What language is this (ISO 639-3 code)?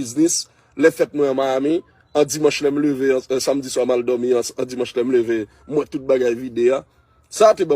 hat